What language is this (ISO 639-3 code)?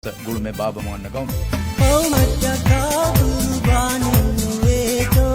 div